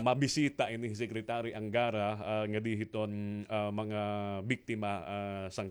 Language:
Waray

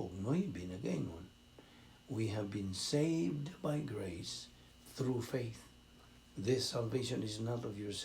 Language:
Cebuano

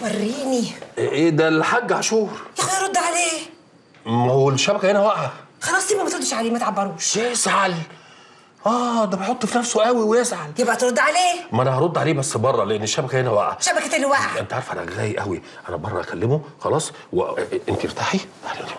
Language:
Egyptian Arabic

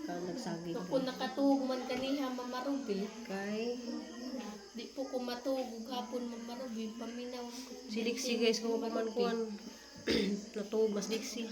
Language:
Cebuano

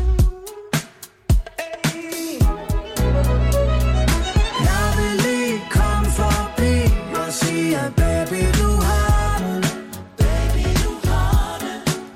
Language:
Danish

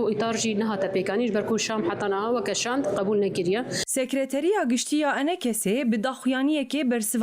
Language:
Kurdish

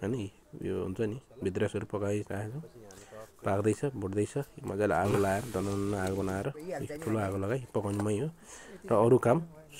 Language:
Nepali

